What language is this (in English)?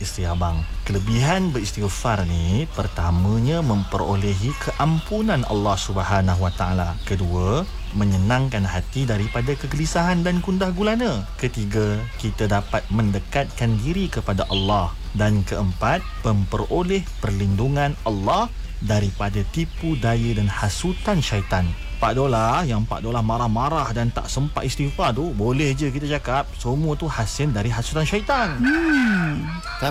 Malay